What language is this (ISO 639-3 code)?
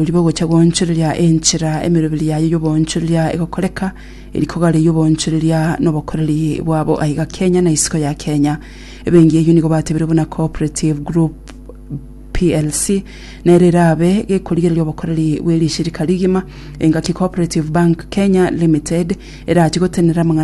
guz